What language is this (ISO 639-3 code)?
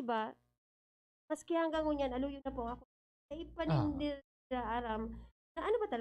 bik